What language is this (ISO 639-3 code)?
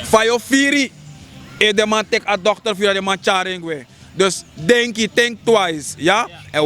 srn